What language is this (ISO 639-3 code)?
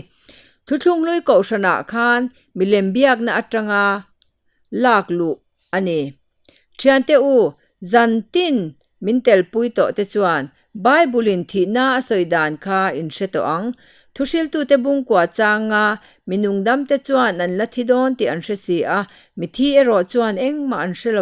lus